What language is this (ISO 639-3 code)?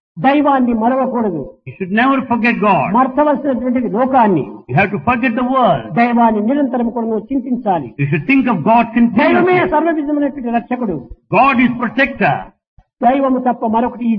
tel